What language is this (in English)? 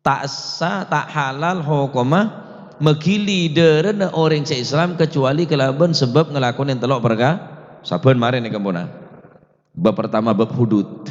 Madurese